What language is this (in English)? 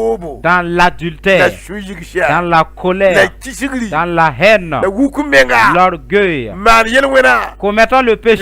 Mossi